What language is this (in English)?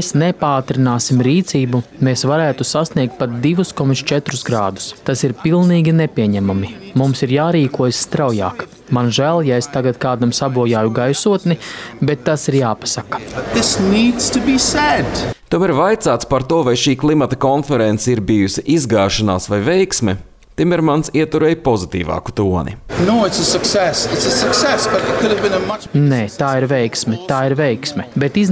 Latvian